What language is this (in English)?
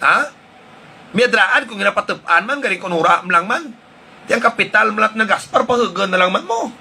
Hiligaynon